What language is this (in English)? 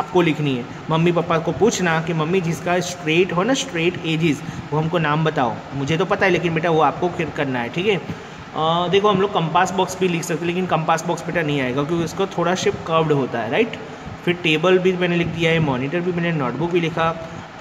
Hindi